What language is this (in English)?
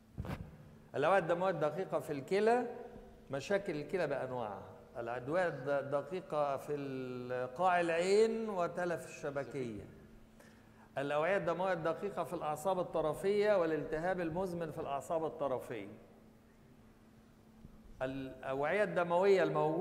Egyptian Arabic